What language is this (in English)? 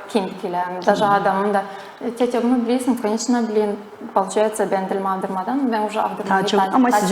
Gagauz